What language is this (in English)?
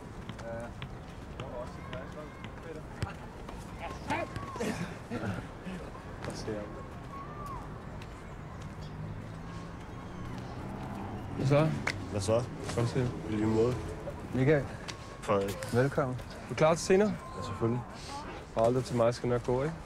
Danish